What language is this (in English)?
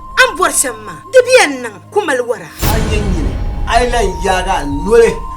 Dagbani